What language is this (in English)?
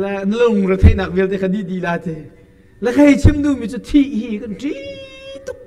Hakha Chin